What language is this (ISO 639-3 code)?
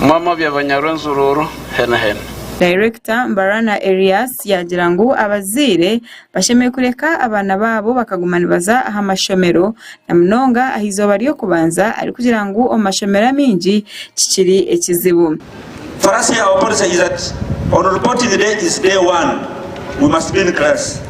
nyn